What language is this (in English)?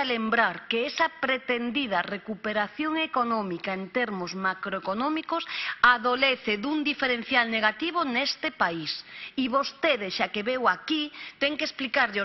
Galician